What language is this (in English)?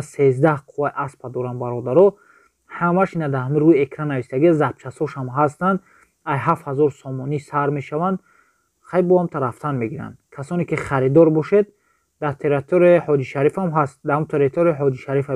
Tajik